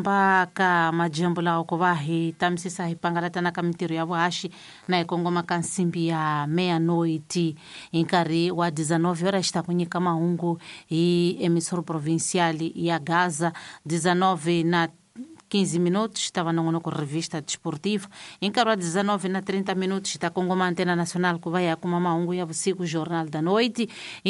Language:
Tsonga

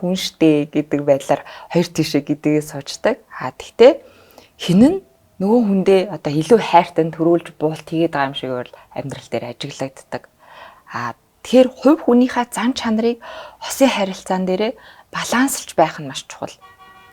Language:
Mongolian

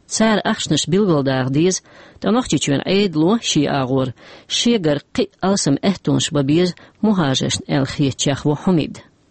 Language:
Chechen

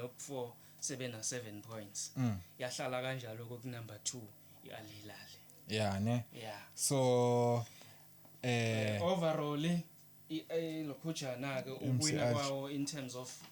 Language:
Zulu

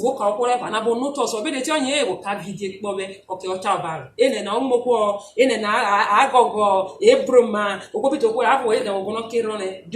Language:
Urhobo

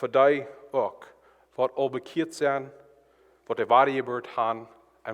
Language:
Plautdietsch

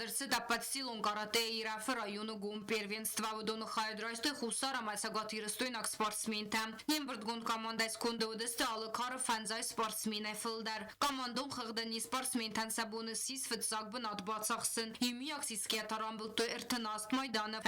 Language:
Ossetic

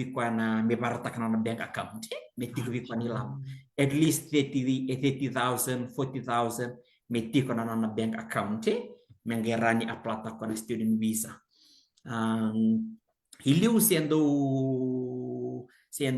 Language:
Fijian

